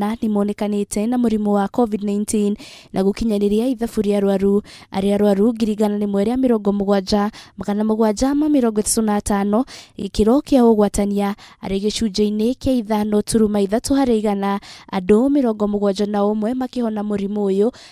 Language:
Kikuyu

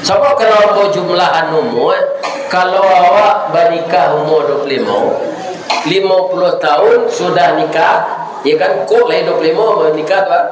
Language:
Minangkabau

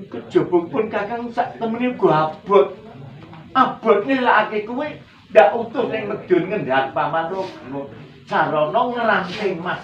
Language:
Javanese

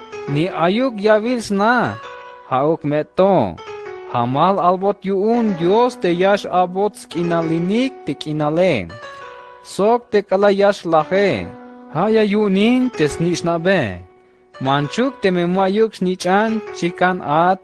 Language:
Tzeltal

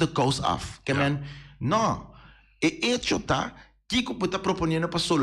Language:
Papiamento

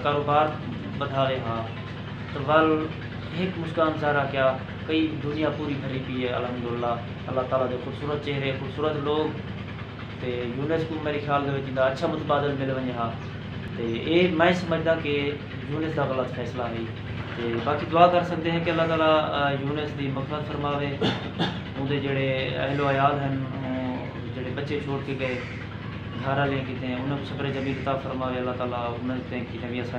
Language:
Saraiki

